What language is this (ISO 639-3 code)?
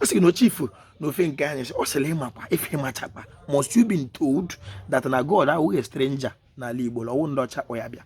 ibo